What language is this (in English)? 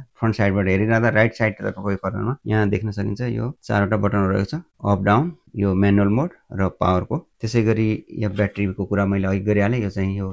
Nepali